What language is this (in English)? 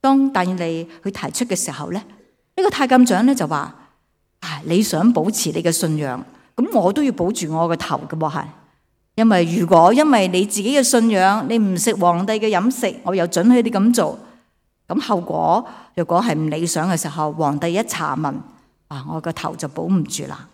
Cantonese